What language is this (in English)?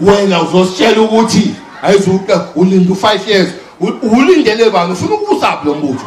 Zulu